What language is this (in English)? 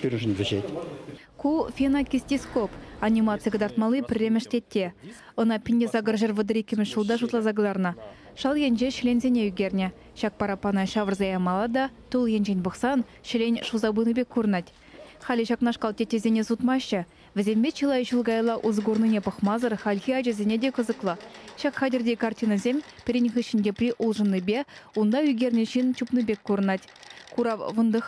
Chuvash